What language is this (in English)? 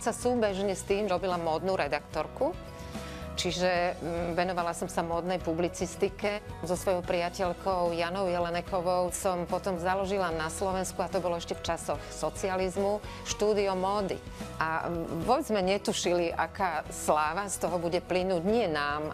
Slovak